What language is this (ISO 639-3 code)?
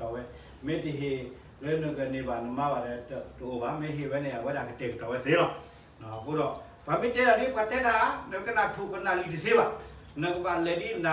ksw